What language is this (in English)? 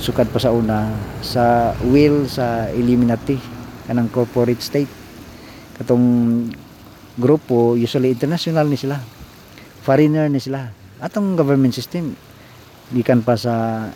Cebuano